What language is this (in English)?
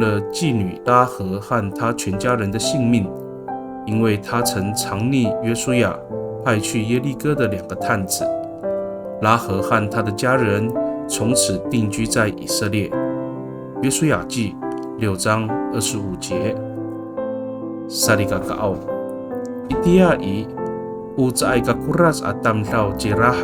Amis